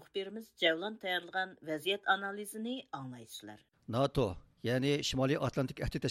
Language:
Uyghur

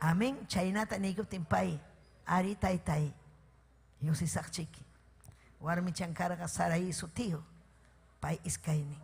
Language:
Ayacucho Quechua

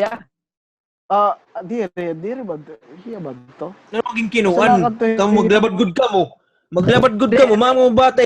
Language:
Waray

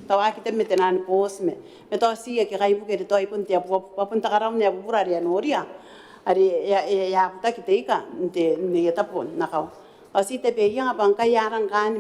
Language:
Gilbertese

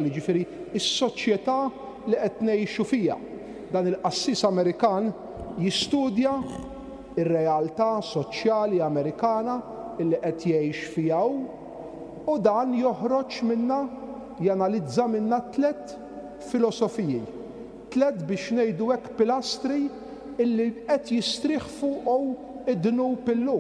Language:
Maltese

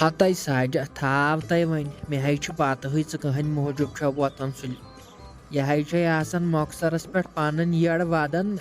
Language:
Kashmiri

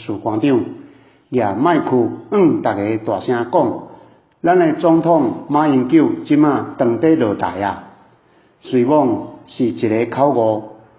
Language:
Min Nan Chinese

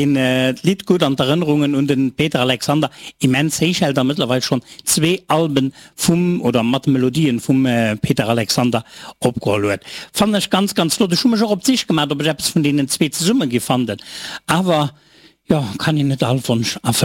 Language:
Luxembourgish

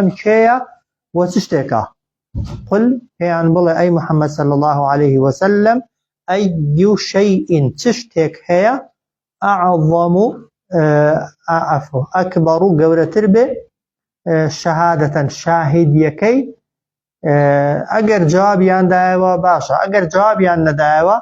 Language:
Central Kurdish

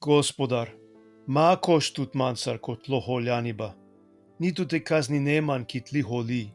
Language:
Balkan Romani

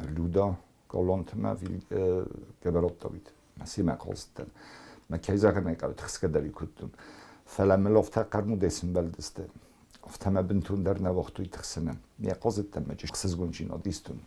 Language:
Ossetic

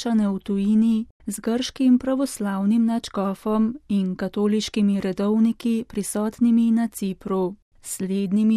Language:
Slovenian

